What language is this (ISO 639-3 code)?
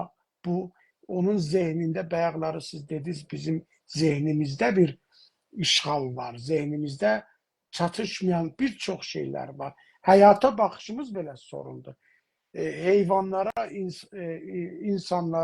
azb